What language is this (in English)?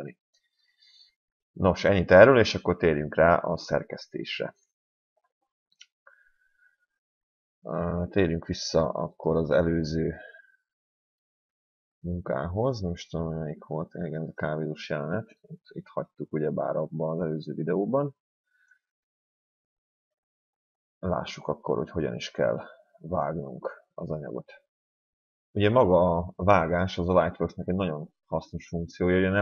Hungarian